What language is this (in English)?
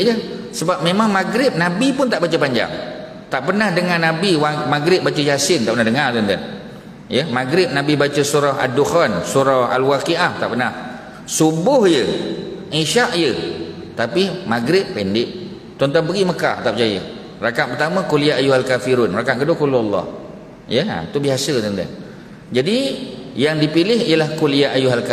Malay